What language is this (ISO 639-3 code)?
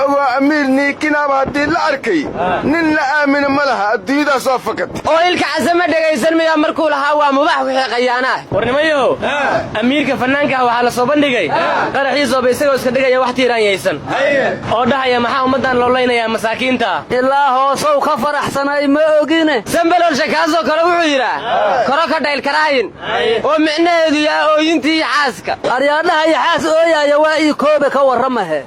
som